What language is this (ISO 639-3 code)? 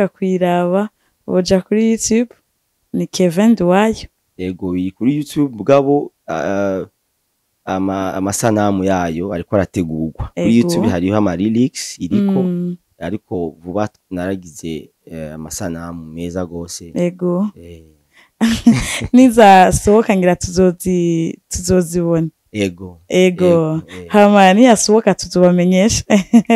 run